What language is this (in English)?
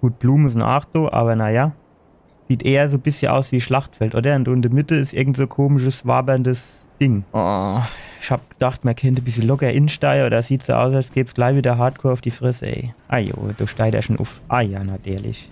Palatine German